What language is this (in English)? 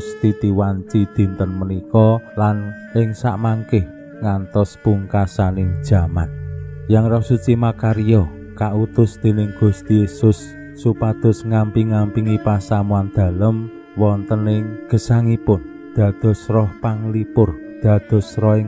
Javanese